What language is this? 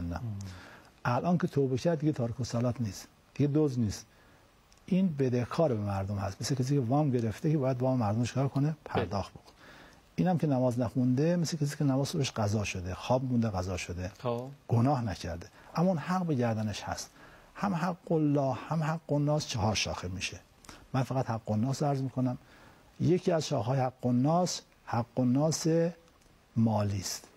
Persian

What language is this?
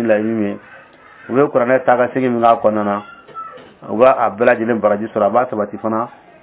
Dyula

